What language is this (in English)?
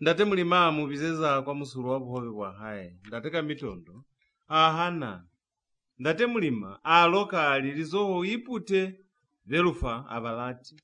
Lozi